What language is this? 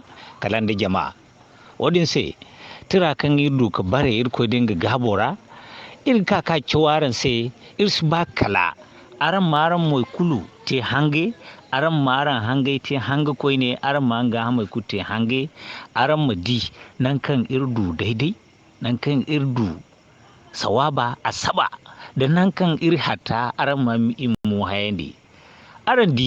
Zarma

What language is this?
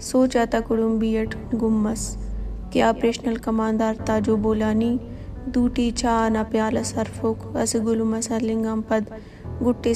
Brahui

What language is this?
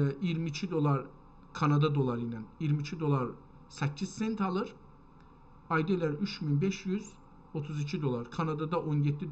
South Azerbaijani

